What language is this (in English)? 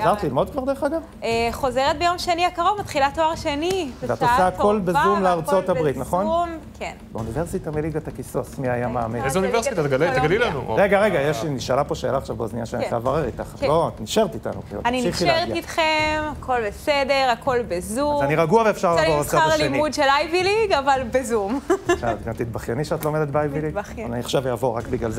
Hebrew